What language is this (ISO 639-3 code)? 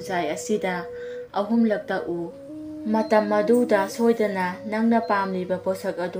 mni